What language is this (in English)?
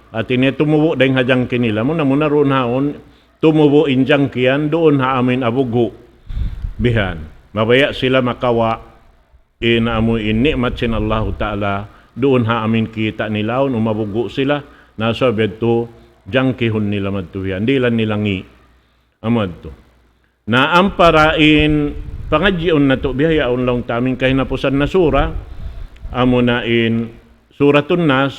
Tausug